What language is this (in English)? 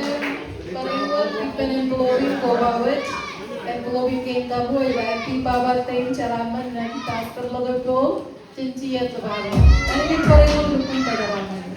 Marshallese